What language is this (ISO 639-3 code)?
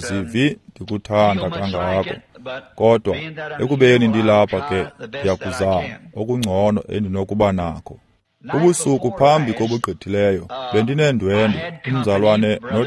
xho